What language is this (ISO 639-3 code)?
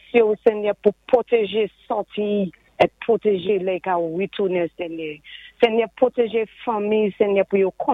acf